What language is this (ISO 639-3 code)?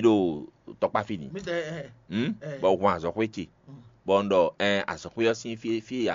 fon